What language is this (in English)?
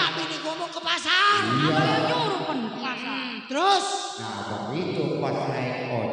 Betawi